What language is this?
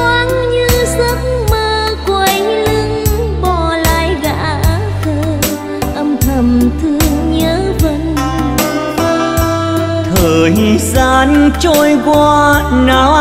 Vietnamese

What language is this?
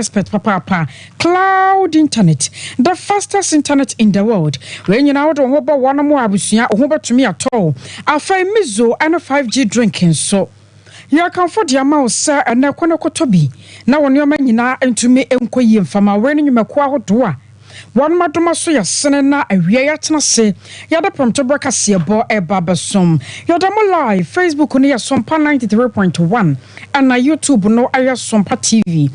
Akan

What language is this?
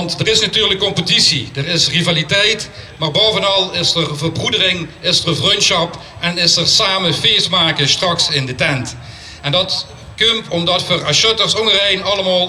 Limburgish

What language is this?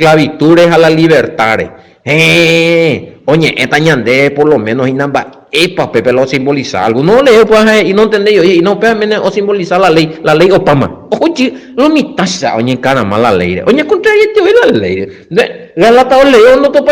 Guarani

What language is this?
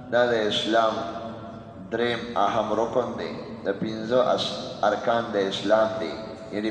Pashto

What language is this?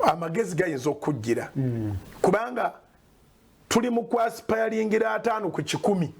Ganda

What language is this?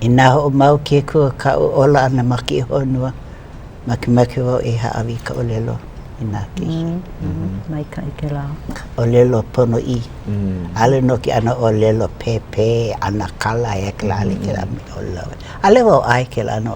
Hawaiian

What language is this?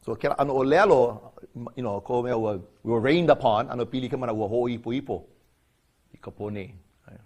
Hawaiian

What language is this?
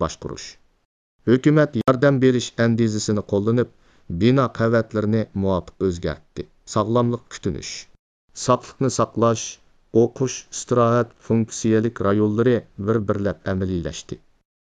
Uyghur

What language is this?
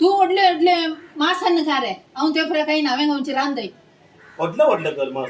Konkani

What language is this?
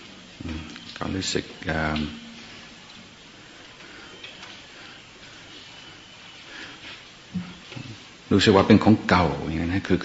Thai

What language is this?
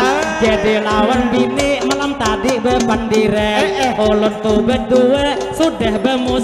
Banjar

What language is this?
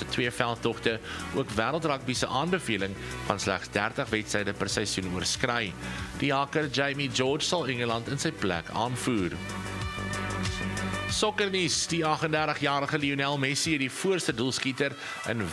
Afrikaans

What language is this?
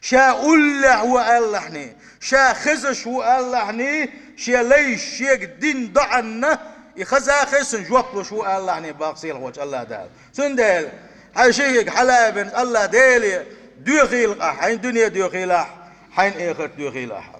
Chechen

